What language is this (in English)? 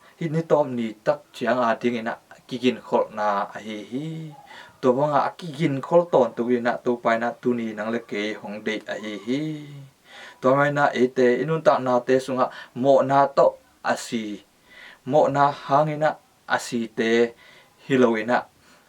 Tedim Chin